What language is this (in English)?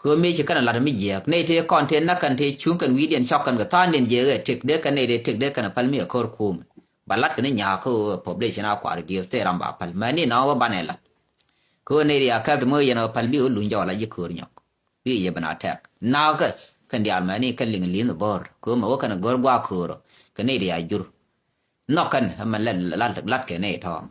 Nuer